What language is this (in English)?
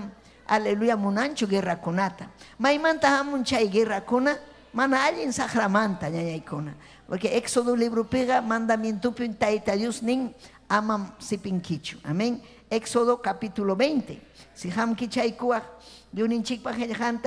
Ayacucho Quechua